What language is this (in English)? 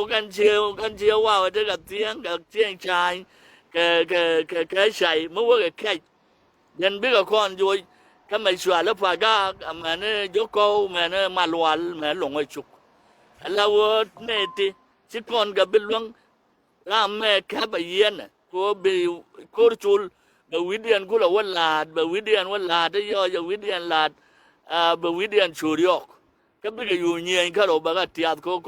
Nuer